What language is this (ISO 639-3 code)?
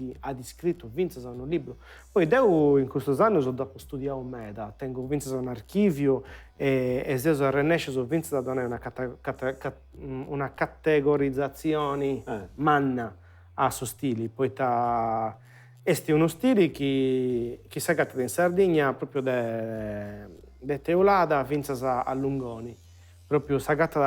srd